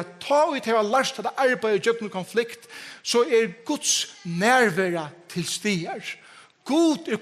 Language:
Faroese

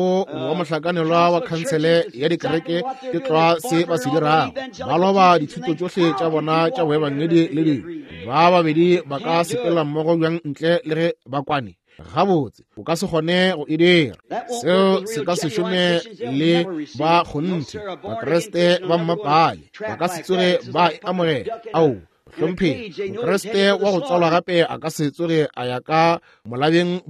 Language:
Northern Sotho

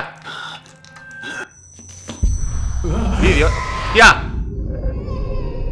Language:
Spanish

